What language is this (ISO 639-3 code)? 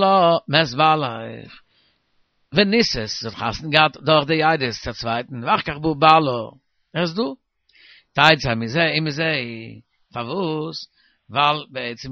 yid